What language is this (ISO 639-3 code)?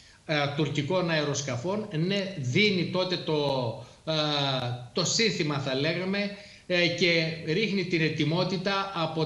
ell